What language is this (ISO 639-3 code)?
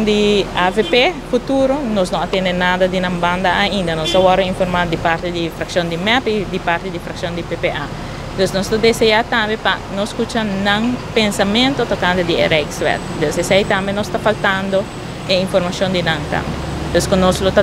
pap